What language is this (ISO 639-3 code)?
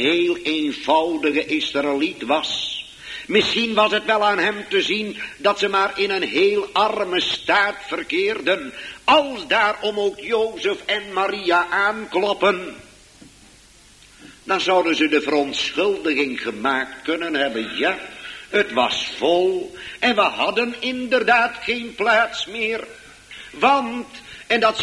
nld